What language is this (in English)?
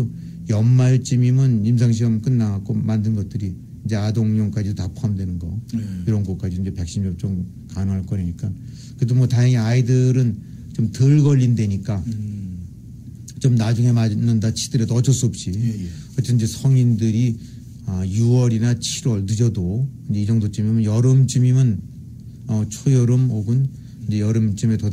Korean